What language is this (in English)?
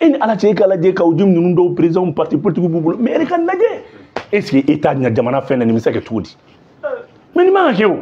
Bambara